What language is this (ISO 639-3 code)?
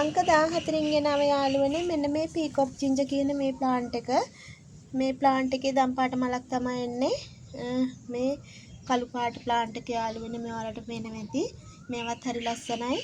sin